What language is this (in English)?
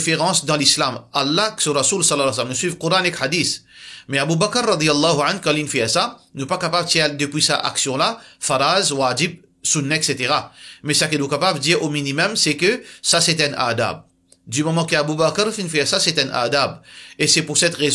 Morisyen